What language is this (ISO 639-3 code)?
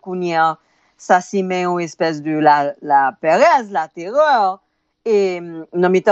hat